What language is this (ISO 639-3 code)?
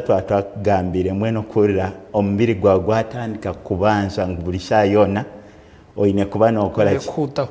nyn